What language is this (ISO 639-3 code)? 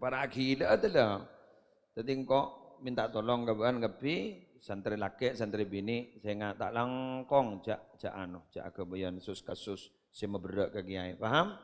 mad